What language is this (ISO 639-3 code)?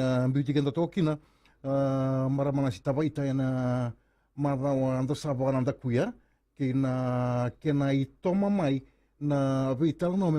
fij